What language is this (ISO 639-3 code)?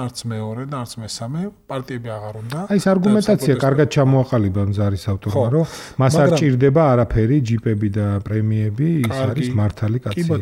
kat